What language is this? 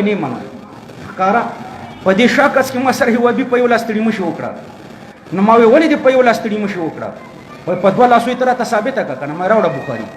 Pashto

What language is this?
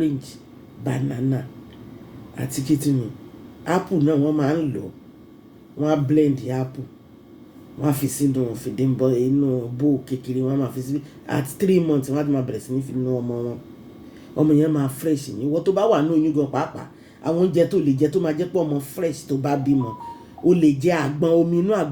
Yoruba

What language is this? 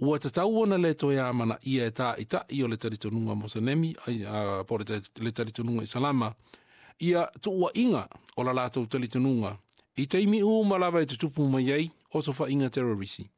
Samoan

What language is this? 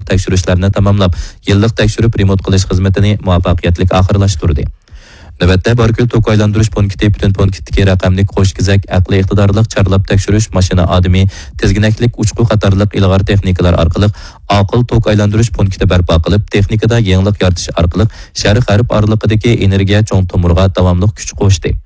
Uyghur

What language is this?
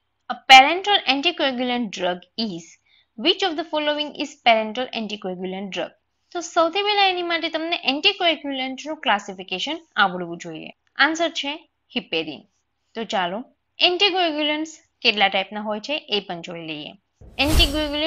Gujarati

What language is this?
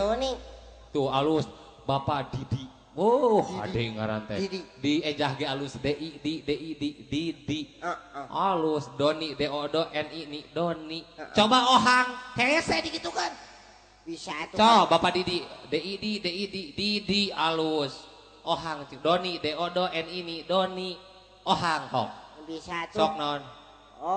Sundanese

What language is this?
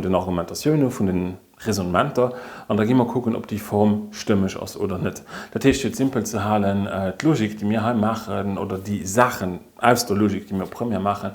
Luxembourgish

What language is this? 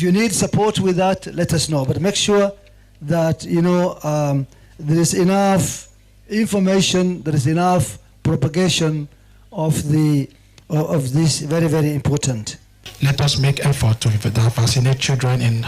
Gusii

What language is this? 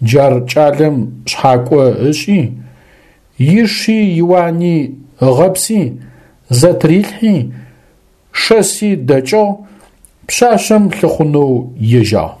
Adyghe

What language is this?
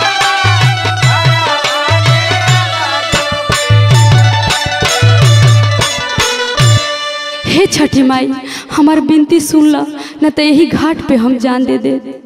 Bhojpuri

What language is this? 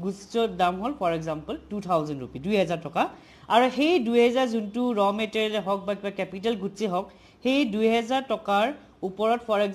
Assamese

